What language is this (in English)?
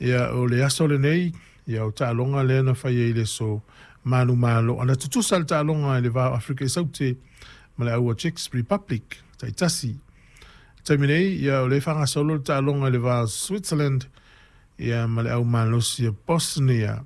Samoan